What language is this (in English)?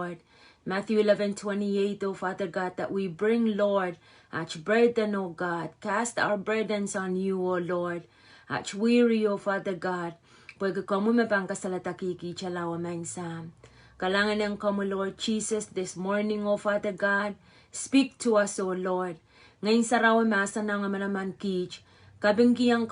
Pohnpeian